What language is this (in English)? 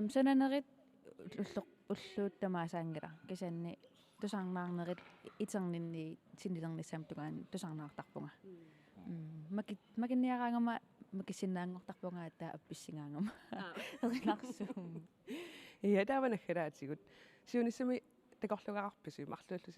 Kalaallisut